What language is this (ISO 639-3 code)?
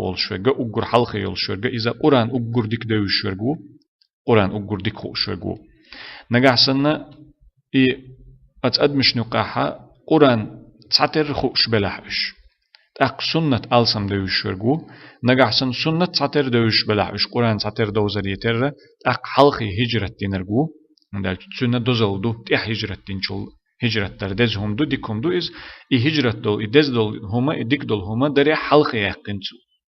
che